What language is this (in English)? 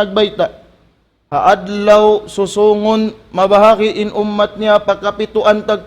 Tausug